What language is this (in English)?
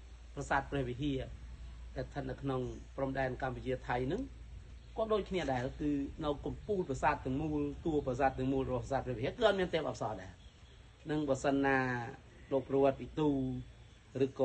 Khmer